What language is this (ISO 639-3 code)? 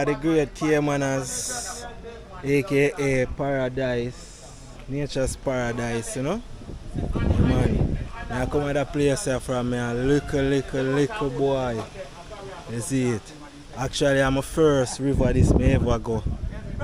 jam